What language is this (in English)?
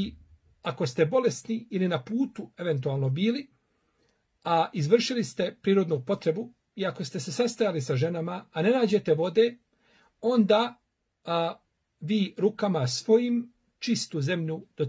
Bosnian